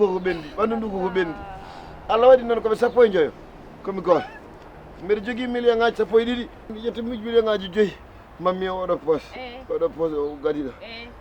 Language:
Fula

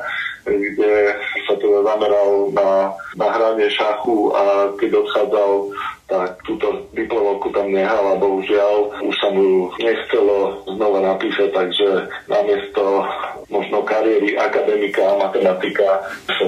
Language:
Slovak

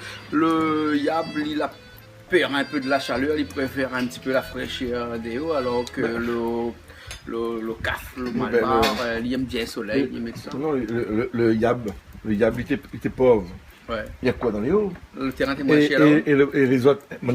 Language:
Réunion Creole French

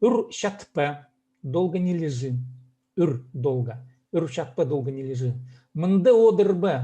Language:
Khakas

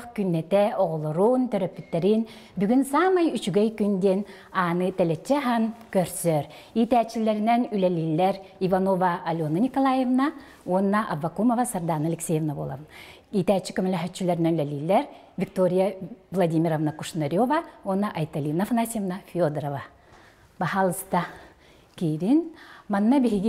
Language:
Yakut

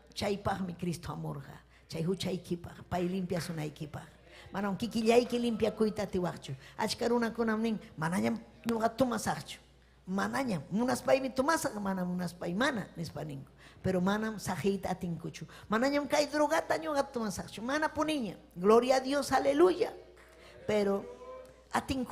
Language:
Ayacucho Quechua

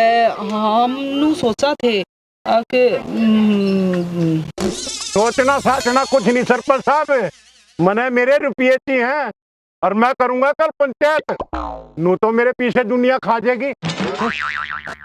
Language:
Haryanvi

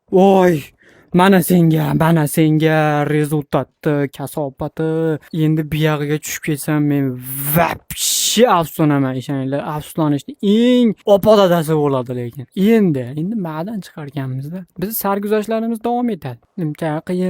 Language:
Uzbek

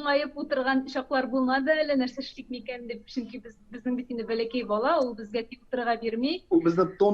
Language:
Tatar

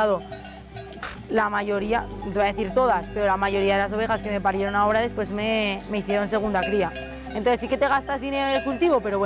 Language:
Spanish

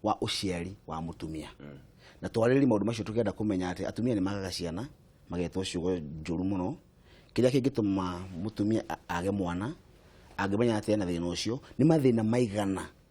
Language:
Kikuyu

